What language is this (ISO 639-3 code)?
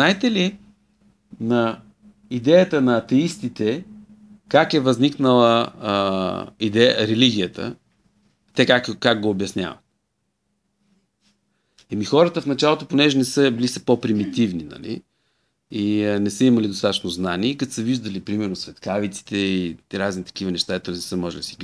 bul